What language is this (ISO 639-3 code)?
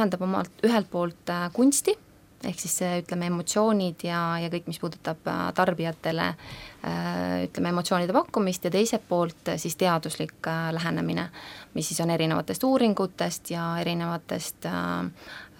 est